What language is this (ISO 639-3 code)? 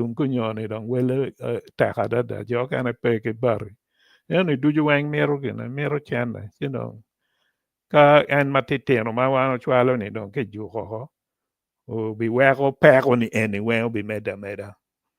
ach